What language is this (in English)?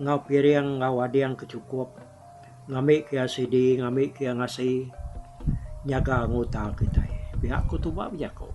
Iban